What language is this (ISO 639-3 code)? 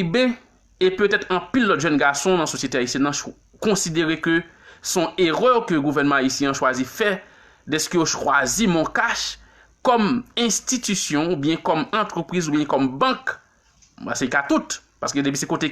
hat